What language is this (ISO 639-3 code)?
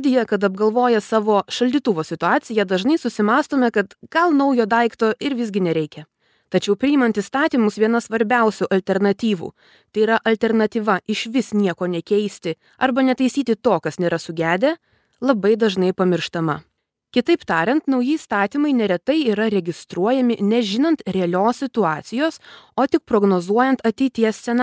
lit